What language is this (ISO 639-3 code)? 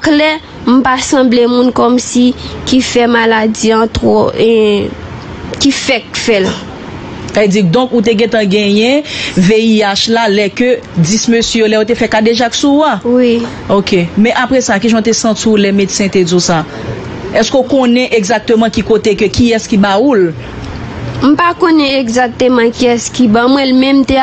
hat